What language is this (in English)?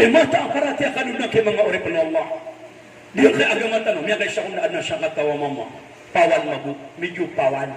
Maranao